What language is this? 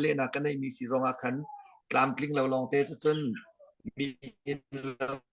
Hakha Chin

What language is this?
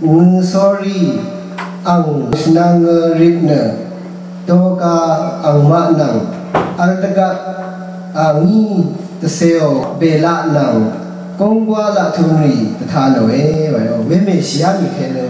Rawang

